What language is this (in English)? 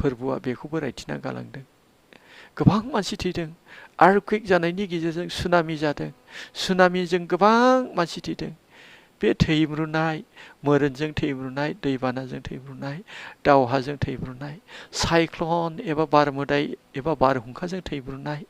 Bodo